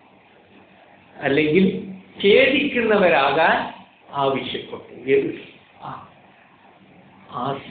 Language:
Malayalam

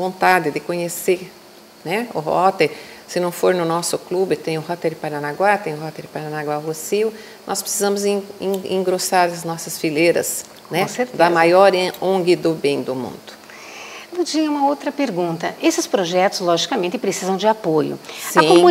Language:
Portuguese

